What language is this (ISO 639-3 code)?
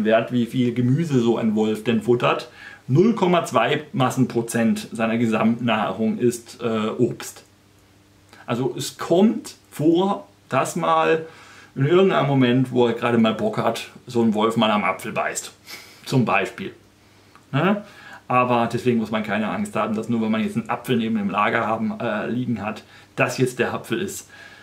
deu